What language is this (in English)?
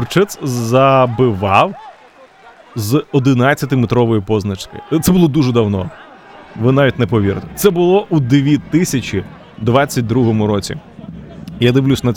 Ukrainian